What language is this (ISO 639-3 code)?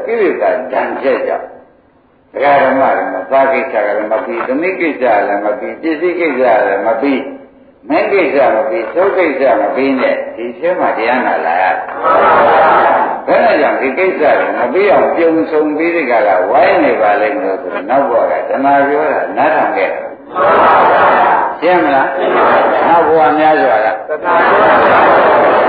mya